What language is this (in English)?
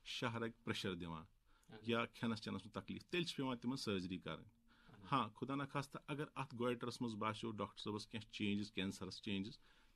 Kashmiri